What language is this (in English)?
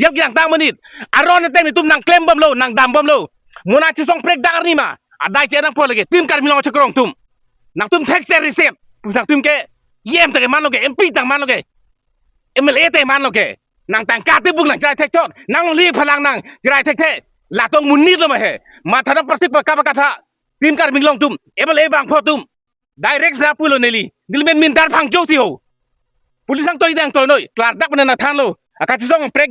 Karbi